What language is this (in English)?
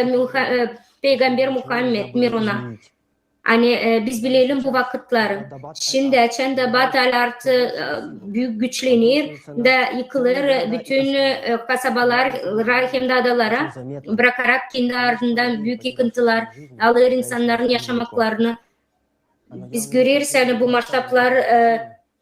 Gagauz